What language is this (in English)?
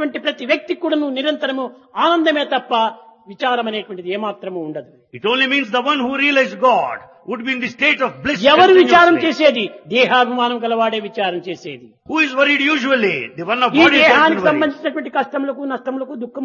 Telugu